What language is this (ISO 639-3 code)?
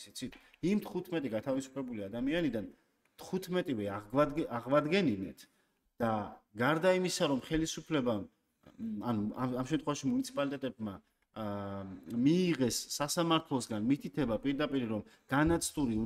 kat